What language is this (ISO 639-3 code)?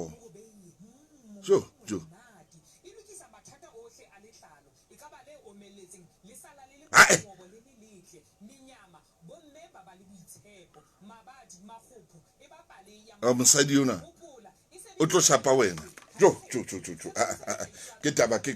sot